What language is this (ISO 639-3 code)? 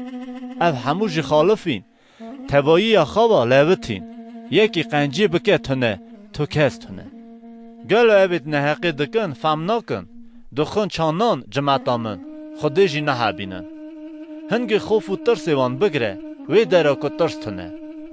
kur